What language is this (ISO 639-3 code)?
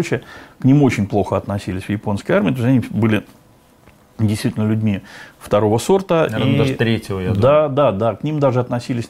rus